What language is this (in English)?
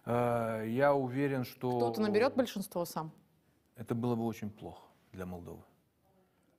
Russian